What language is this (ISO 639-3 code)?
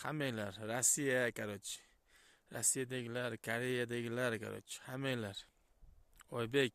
uzb